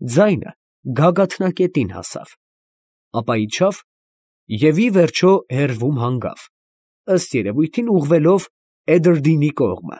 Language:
Armenian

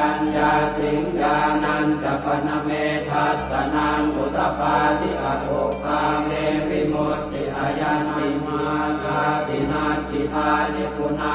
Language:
Pali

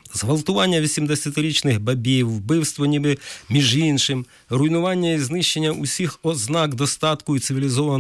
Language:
Ukrainian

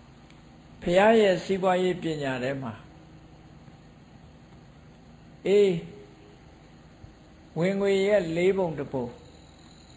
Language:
Burmese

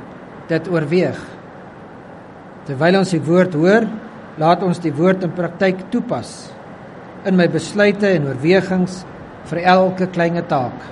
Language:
Afrikaans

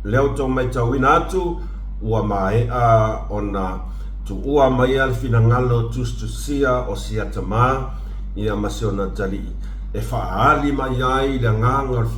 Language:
Samoan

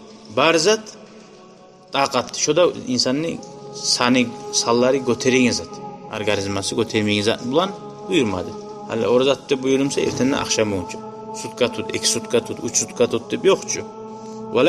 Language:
Kumyk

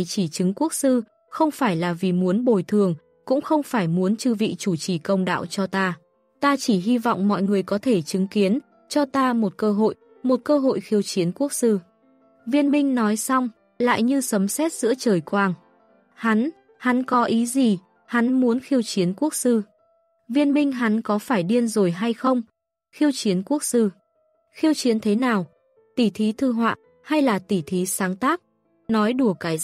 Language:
Vietnamese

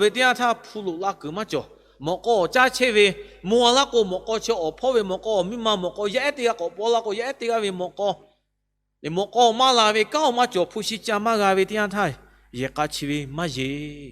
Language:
Lahu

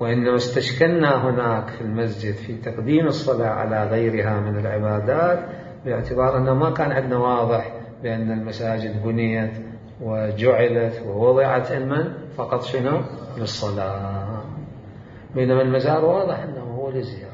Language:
Mesopotamian Arabic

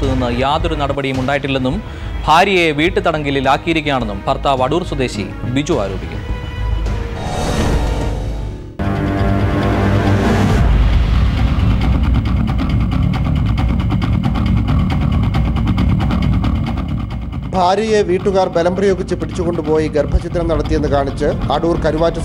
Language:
Malayalam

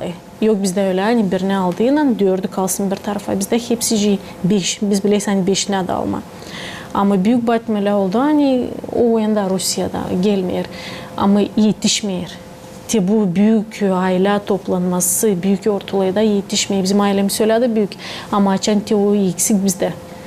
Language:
Gagauz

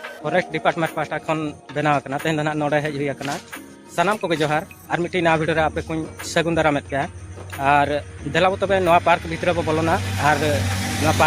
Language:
Santali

